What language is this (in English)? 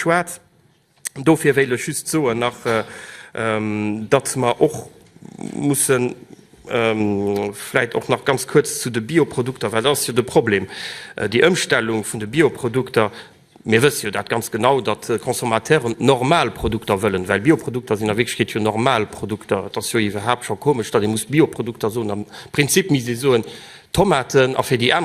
Luxembourgish